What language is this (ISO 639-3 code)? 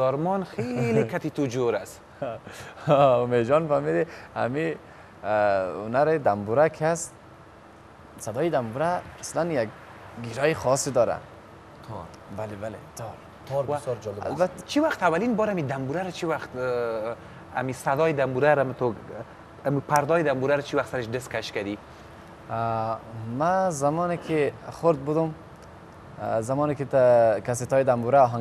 fas